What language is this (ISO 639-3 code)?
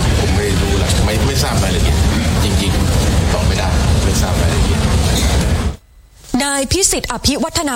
tha